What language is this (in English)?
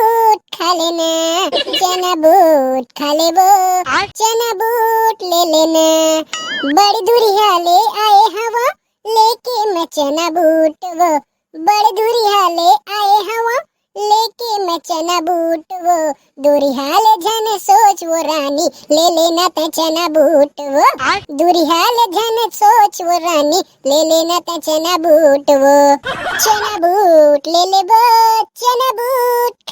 Chhattisgarhi